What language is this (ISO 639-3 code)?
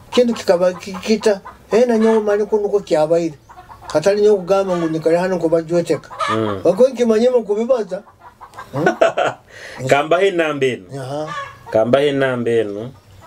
nyo